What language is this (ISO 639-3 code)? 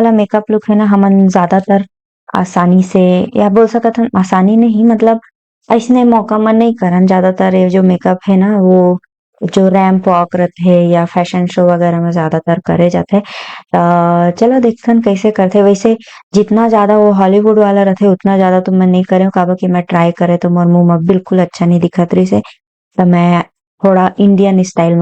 hne